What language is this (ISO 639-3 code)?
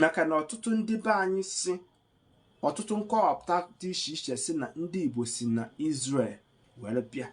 ibo